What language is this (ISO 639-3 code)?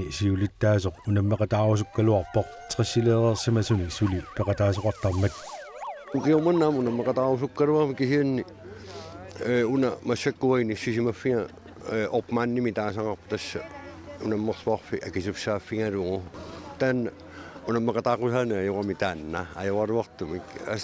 kal